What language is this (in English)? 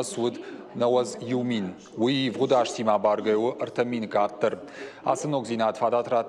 Ossetic